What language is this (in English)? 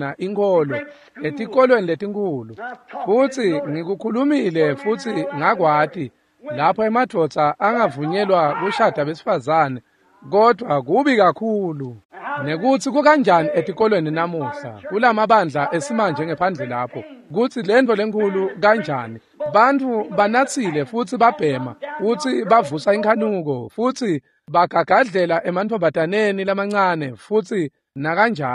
Swati